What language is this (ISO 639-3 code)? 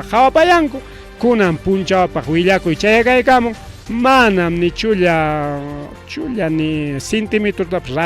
quy